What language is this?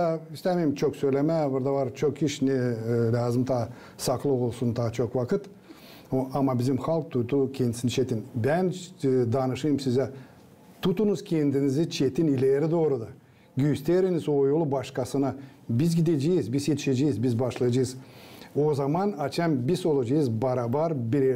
Gagauz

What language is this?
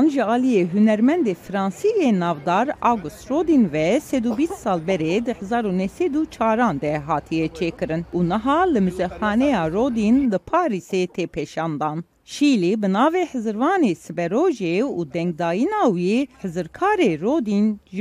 Kurdish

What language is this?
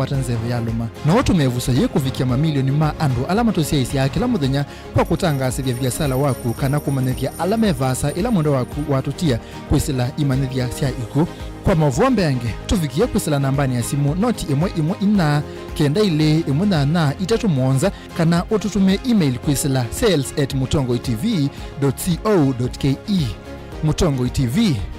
Kamba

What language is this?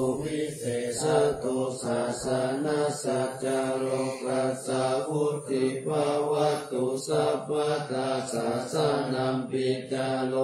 Pali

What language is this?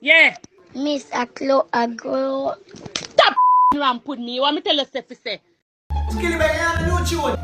Jamaican Creole English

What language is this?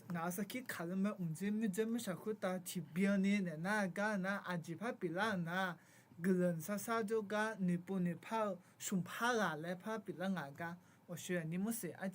Akha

